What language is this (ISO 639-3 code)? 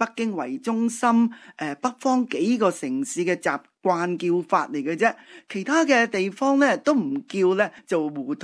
yue